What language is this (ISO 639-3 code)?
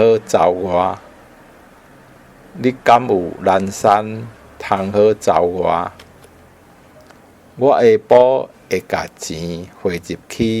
nan